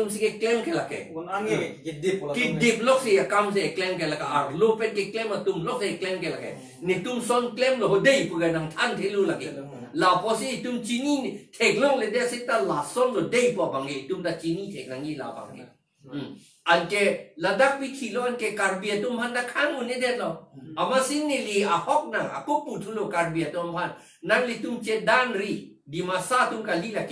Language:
Karbi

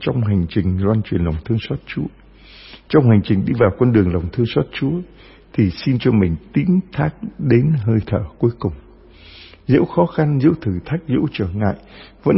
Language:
Vietnamese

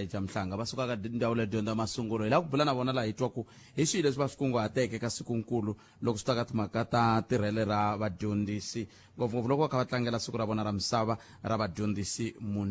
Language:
Tsonga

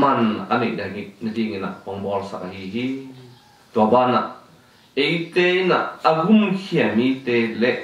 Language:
Tedim Chin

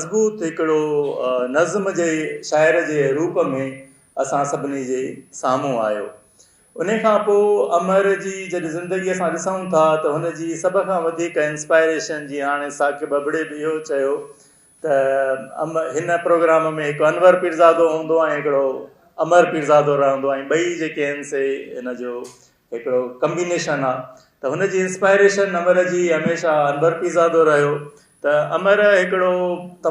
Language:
Sindhi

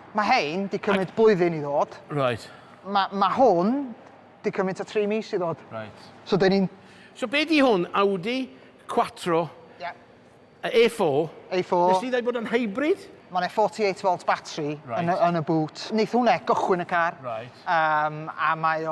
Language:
Welsh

